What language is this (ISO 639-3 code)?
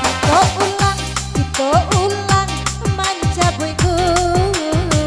min